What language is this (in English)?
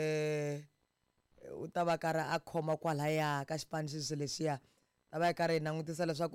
Tsonga